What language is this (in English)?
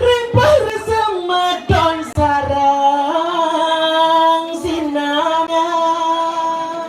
Balinese